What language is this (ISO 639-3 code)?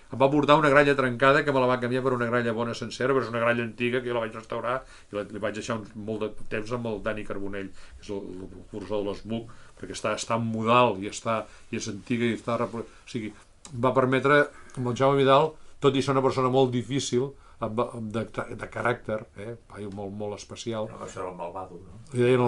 cat